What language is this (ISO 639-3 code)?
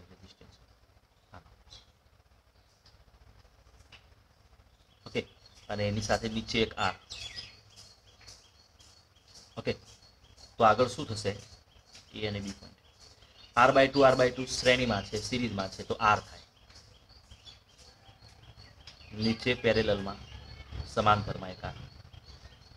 guj